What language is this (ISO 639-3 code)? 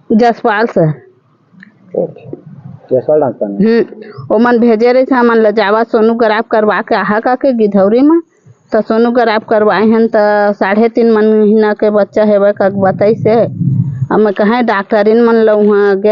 hne